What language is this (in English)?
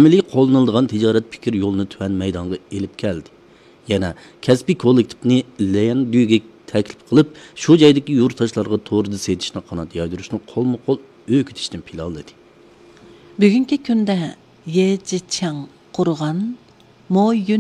Uyghur